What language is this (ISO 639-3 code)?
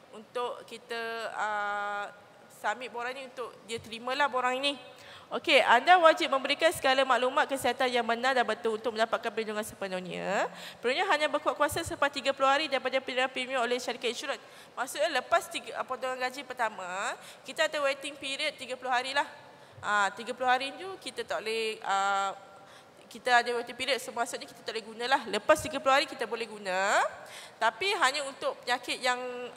msa